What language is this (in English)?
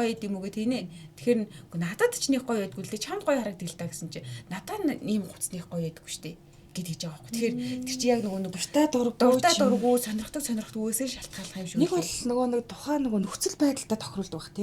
Mongolian